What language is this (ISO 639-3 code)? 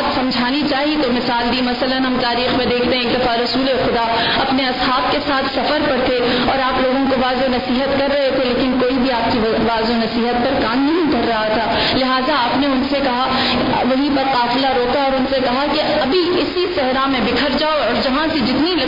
urd